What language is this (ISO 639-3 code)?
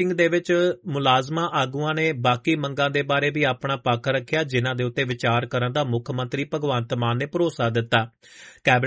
pan